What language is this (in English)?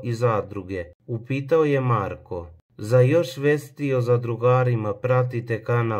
Serbian